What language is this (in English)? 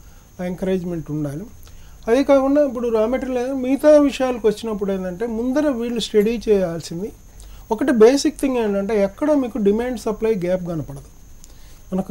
Telugu